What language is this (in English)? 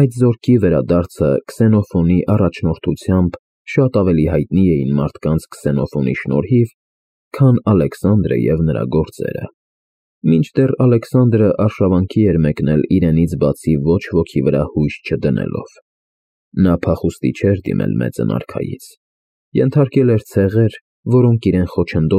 Armenian